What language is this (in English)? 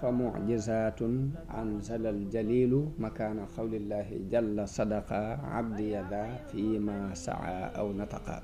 Wolof